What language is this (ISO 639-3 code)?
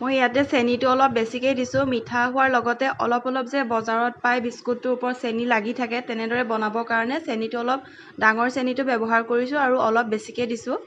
asm